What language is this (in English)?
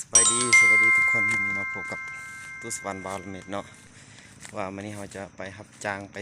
Lao